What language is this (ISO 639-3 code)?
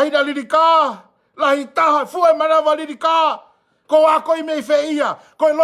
ton